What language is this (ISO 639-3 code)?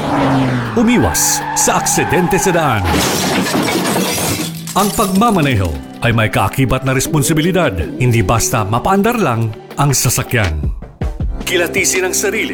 fil